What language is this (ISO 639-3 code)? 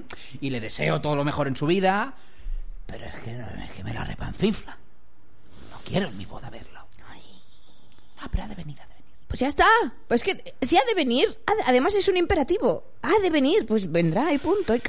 spa